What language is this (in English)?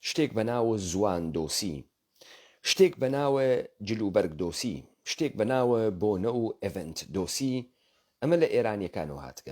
Central Kurdish